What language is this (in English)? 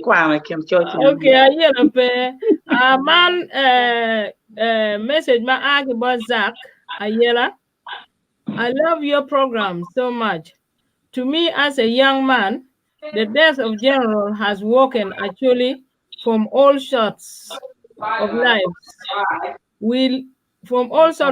Acoli